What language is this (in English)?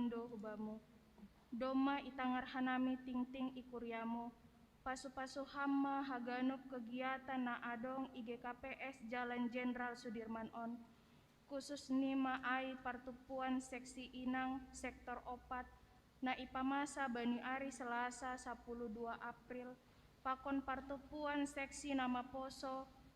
Batak Simalungun